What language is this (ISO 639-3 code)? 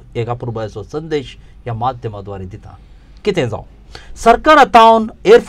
kok